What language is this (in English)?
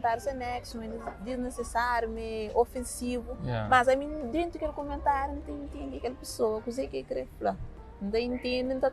Kabuverdianu